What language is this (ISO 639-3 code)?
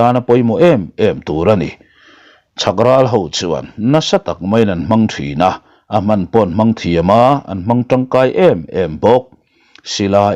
lus